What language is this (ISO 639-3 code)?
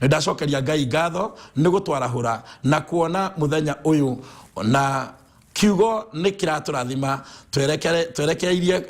kik